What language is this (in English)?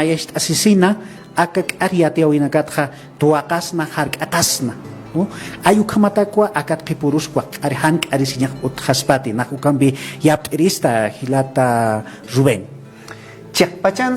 Aymara